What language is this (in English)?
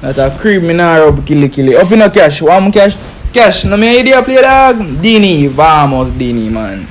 Jamaican Creole English